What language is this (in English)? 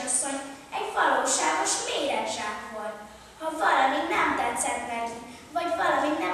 Hungarian